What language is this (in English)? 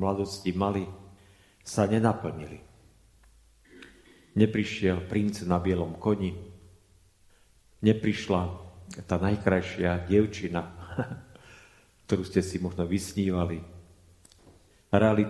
Slovak